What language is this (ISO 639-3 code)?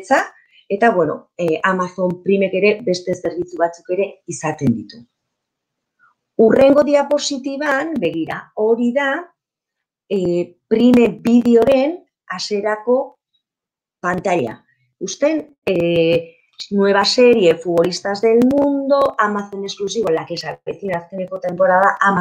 eus